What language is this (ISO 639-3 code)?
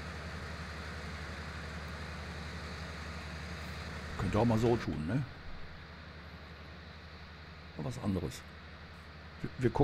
deu